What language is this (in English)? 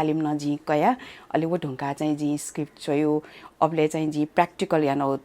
Newari